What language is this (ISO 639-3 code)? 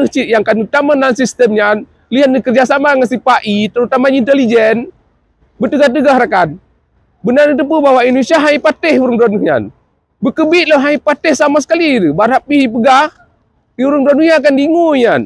ace